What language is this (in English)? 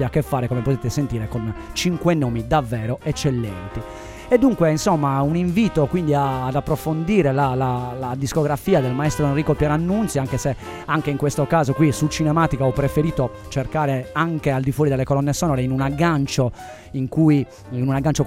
Italian